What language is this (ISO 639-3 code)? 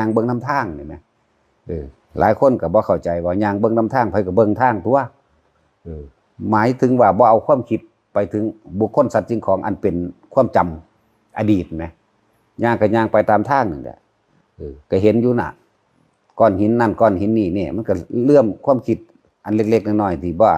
tts